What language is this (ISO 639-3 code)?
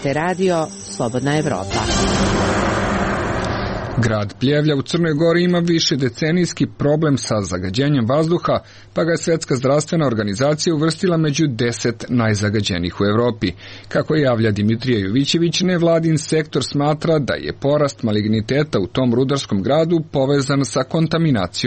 srp